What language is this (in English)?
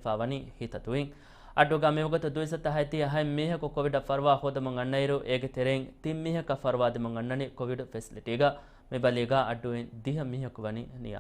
Divehi